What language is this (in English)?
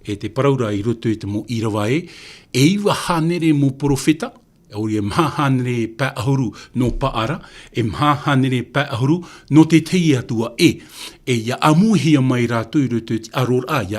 Tahitian